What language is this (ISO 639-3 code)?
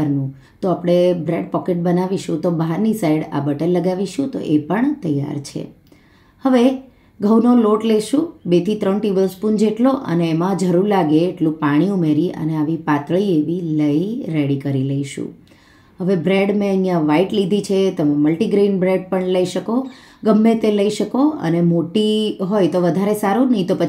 guj